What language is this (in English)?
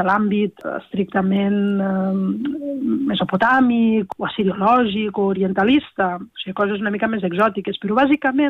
Catalan